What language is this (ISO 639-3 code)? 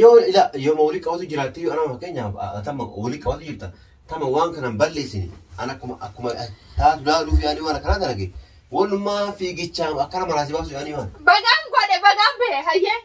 orm